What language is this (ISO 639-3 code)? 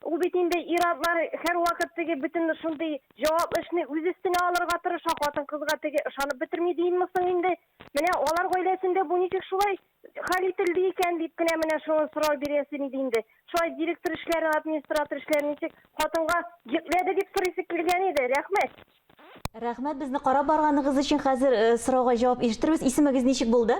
tat